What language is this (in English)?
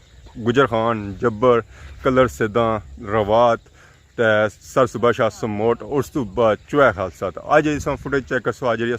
Pahari-Potwari